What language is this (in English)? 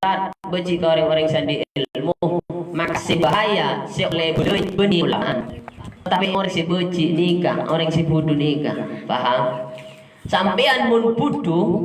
Madurese